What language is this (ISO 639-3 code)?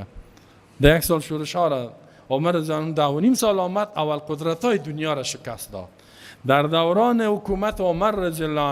fas